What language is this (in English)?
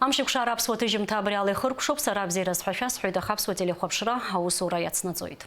Abkhazian